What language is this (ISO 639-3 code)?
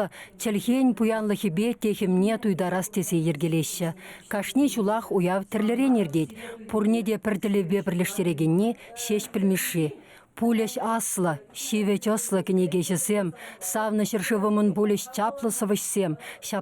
chv